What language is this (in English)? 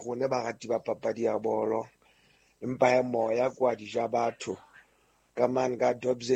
Southern Sotho